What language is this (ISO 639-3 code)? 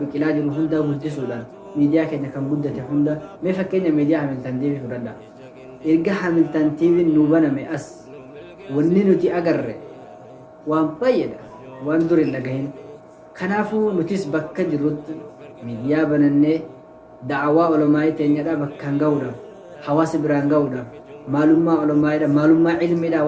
orm